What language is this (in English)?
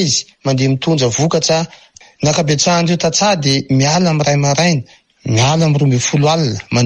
Malagasy